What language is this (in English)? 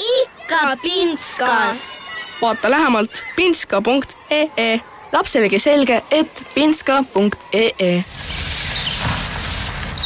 Estonian